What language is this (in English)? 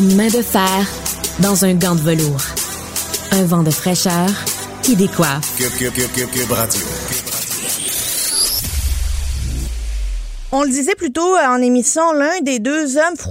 French